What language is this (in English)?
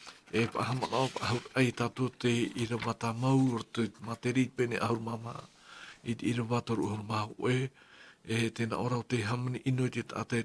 Tahitian